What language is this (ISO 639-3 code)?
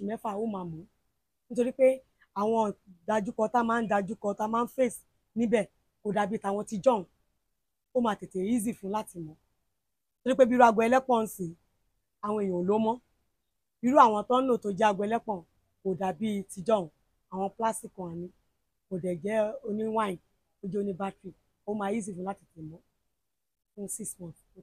yor